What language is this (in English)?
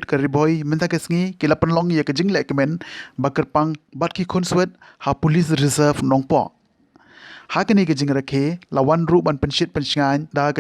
Khasi